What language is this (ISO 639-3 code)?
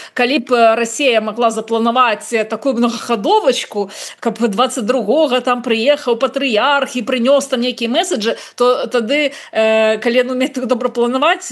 bel